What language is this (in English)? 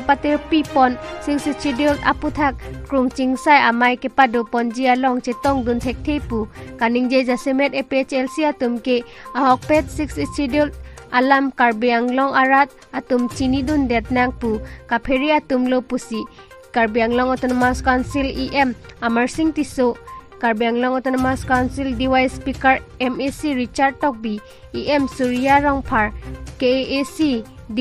Karbi